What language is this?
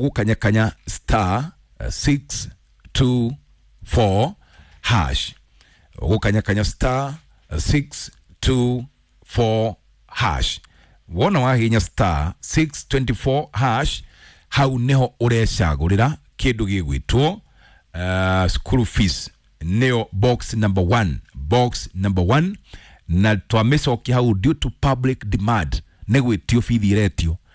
Kikuyu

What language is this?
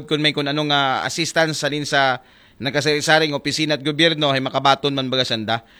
Aklanon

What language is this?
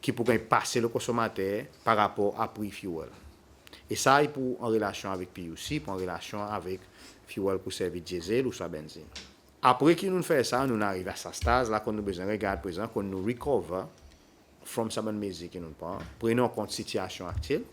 Seselwa Creole French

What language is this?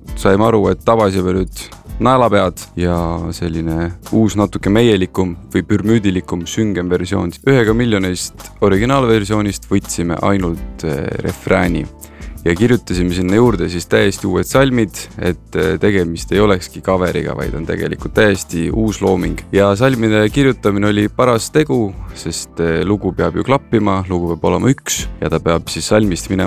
Estonian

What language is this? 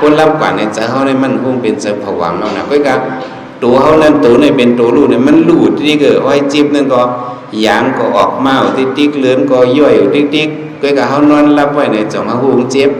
Shan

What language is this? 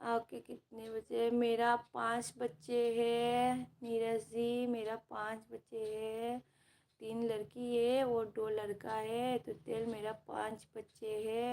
Manipuri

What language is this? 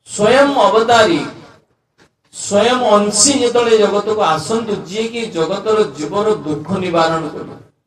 Odia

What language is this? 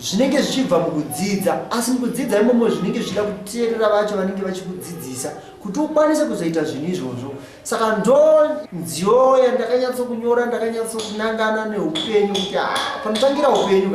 Shona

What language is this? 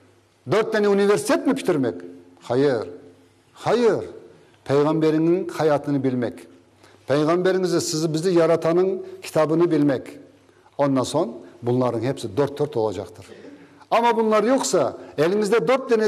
Crimean Tatar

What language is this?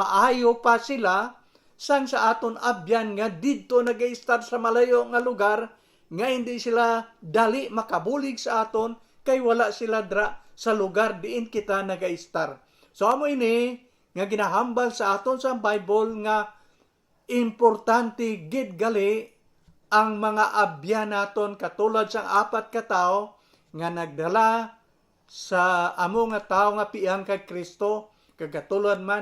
Hiligaynon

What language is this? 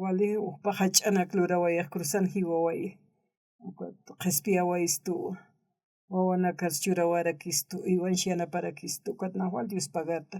Aymara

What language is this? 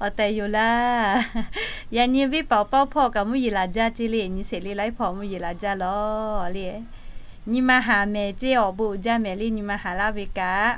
Lahu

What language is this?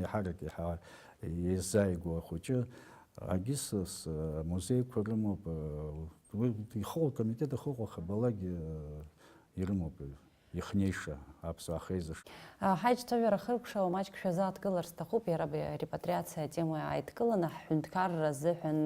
Abkhazian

